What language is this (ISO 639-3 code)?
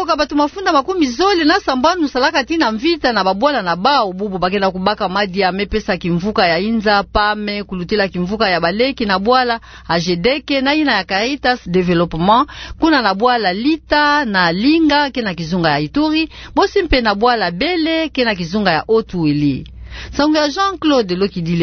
ktu